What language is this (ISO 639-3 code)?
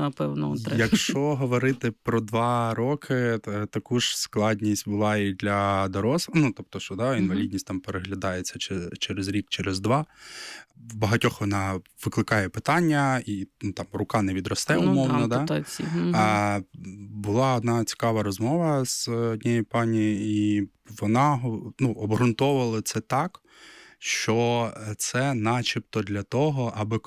ukr